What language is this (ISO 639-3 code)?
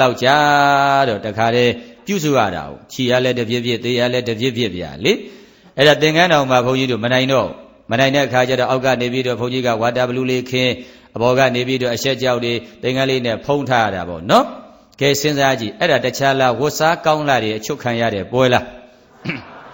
mya